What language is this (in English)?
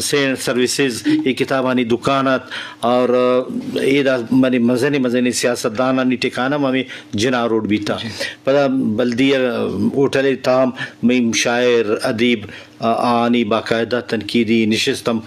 Eastern Balochi